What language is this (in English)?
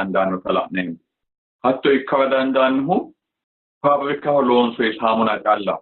Sidamo